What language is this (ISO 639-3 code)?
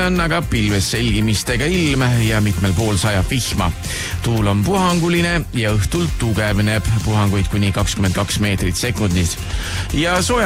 est